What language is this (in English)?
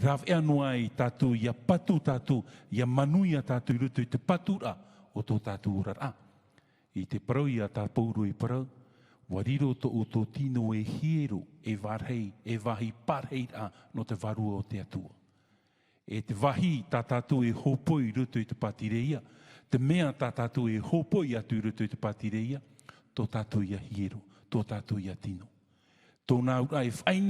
Tahitian